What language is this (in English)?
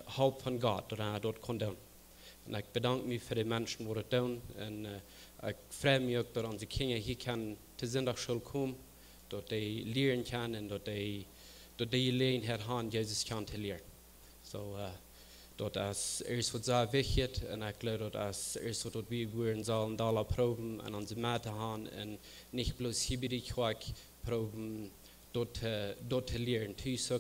Plautdietsch